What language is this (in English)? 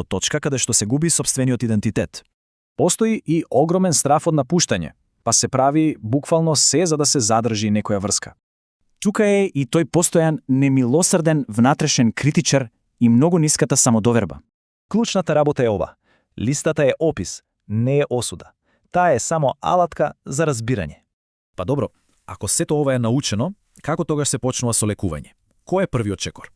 Macedonian